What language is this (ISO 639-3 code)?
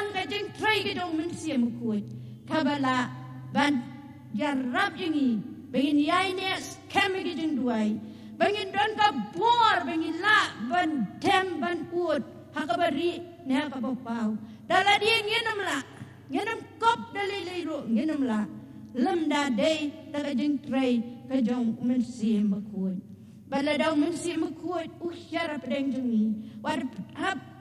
kha